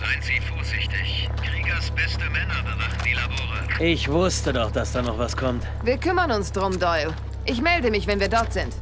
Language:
Bavarian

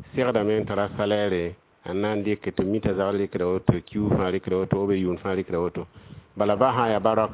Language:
Mossi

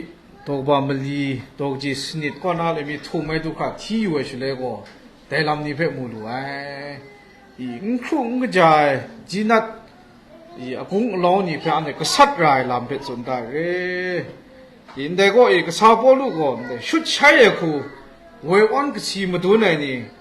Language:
Kachin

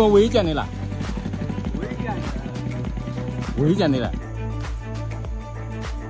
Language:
Burmese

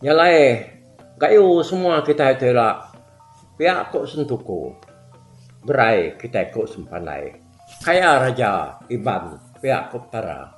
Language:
Iban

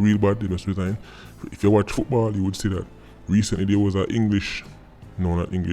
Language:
Jamaican Creole English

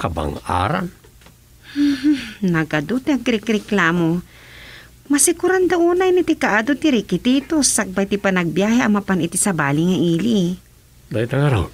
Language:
Iloko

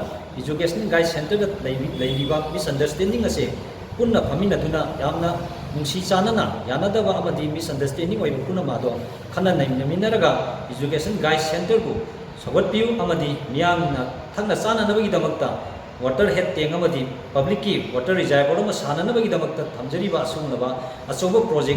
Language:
Manipuri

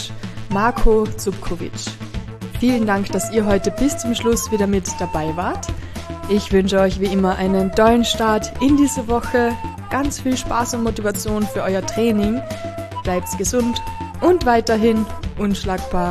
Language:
German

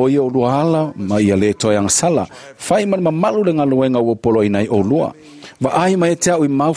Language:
Samoan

